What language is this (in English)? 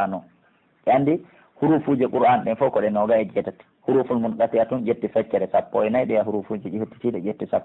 Pular